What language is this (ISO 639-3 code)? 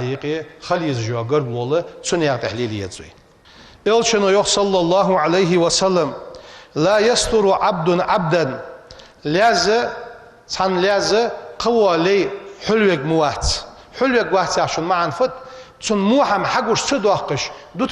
inh